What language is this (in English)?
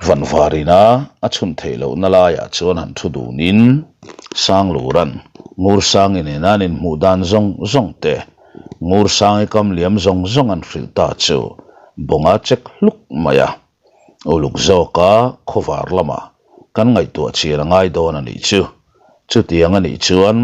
Mizo